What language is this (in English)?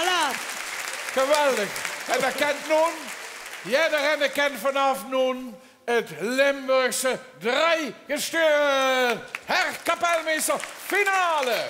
Limburgish